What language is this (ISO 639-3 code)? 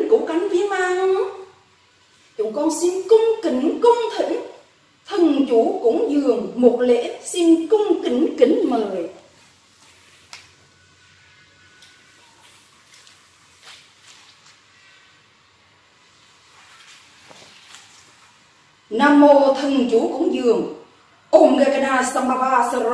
vie